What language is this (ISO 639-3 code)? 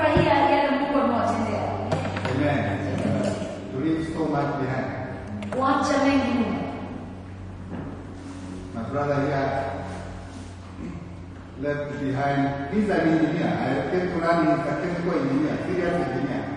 swa